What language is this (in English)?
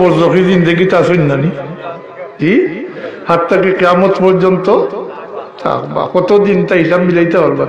Sylheti